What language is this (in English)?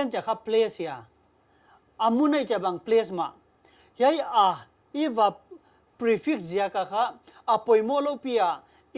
Paite Chin